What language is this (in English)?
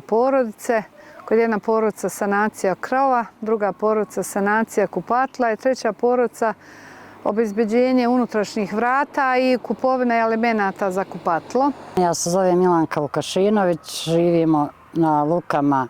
Bosnian